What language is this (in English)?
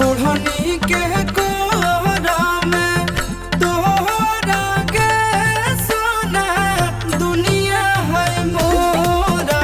Magahi